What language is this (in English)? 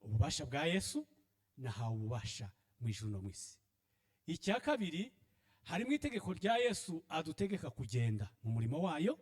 Kinyarwanda